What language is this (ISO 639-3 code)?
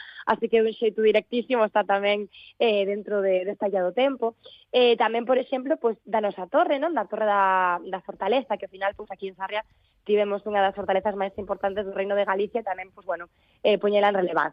glg